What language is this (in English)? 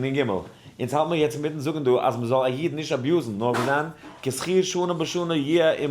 Yiddish